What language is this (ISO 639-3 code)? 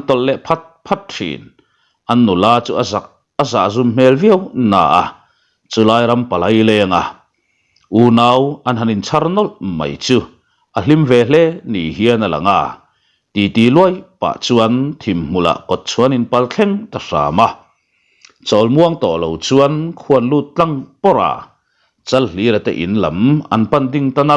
lus